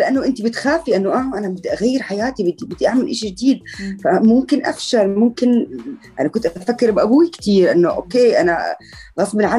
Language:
North Levantine Arabic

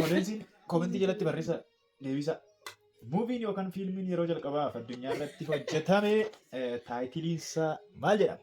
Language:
Oromo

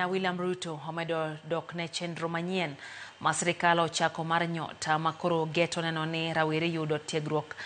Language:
Luo (Kenya and Tanzania)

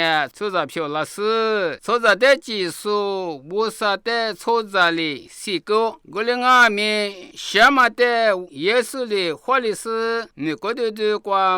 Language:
Lisu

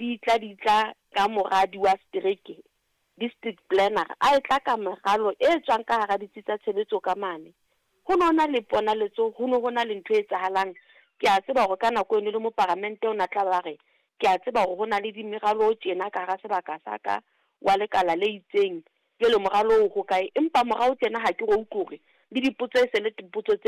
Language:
Southern Sotho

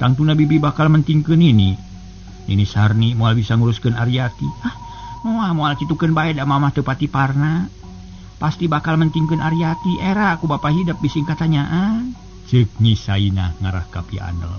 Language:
Sundanese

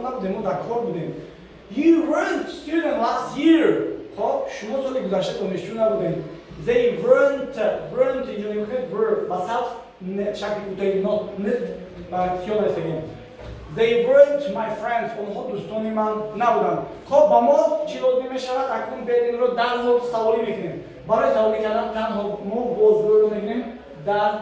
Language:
Tajik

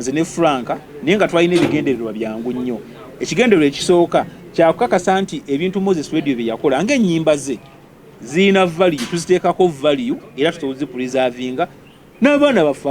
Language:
Ganda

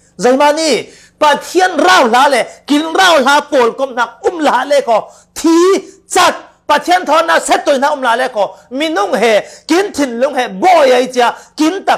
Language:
Falam Chin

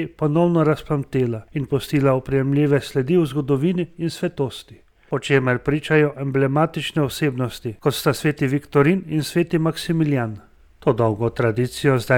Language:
Slovenian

